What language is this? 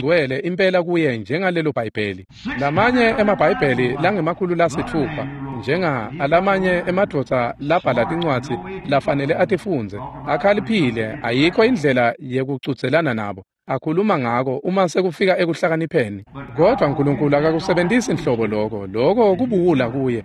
Swati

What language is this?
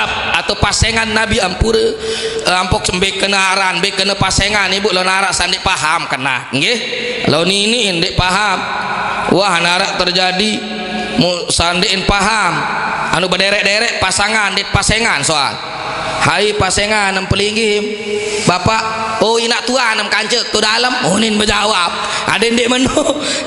Sasak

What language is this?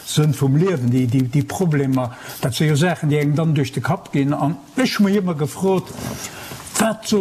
Luxembourgish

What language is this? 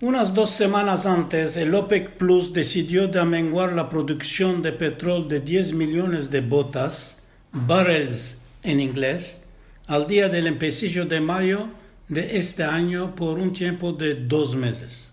Ladino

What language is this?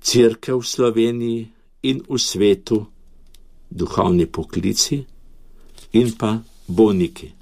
Slovenian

